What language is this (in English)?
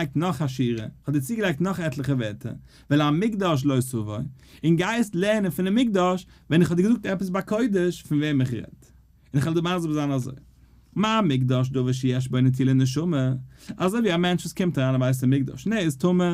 Yiddish